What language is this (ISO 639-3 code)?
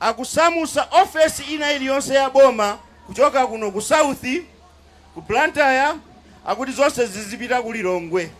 nya